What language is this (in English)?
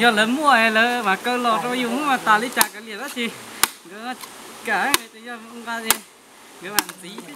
Hmong